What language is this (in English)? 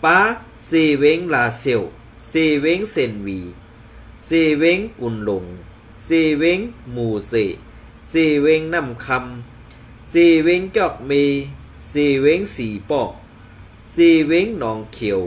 Shan